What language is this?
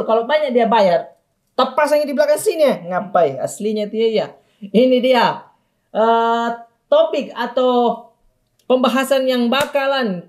Makassar Malay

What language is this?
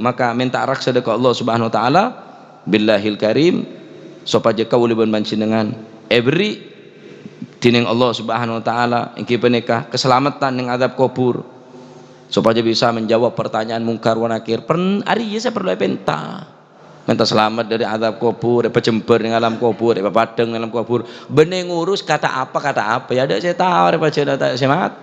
Madurese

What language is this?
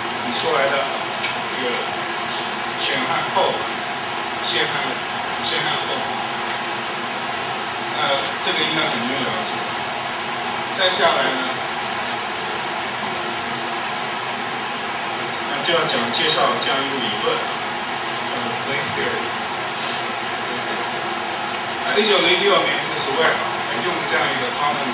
Chinese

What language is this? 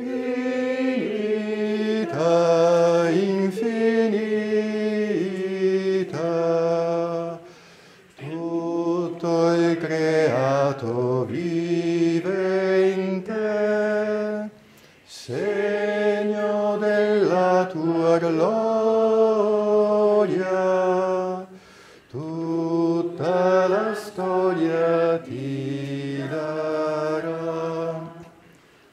Italian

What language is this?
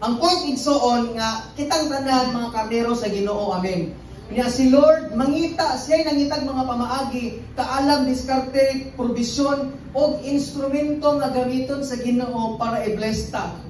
Cebuano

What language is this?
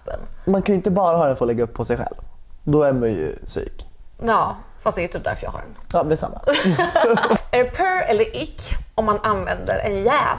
Swedish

